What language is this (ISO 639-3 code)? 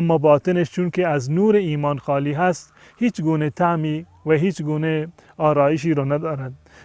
fas